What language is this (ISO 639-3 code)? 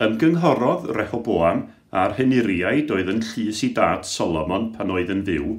cym